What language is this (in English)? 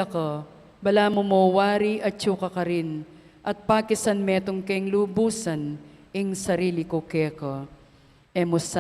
Pampanga